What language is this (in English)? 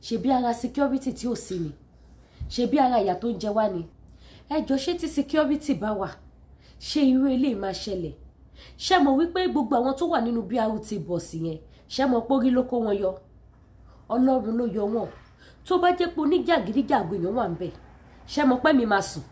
Yoruba